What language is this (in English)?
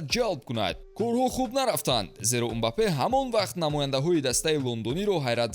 Tajik